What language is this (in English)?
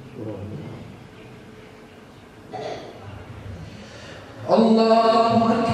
Arabic